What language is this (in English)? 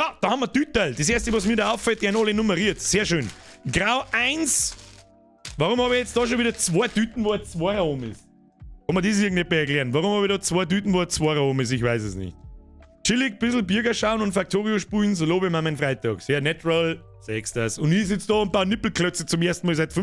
Bavarian